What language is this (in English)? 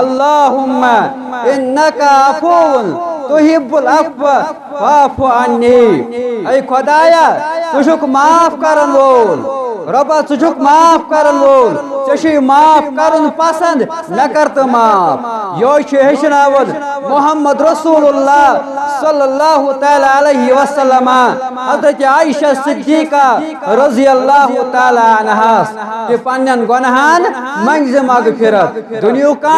Kashmiri